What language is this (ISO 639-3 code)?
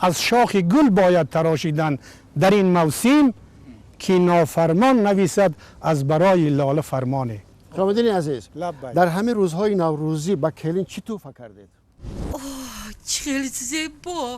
tgk